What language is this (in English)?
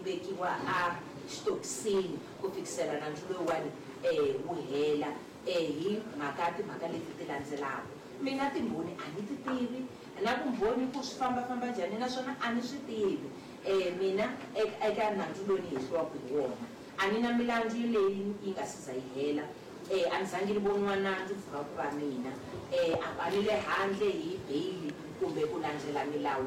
Tsonga